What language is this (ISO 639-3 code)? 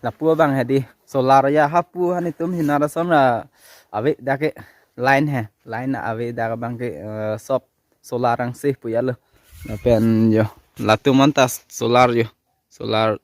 mjw